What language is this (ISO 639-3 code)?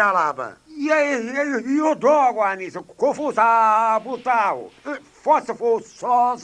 scn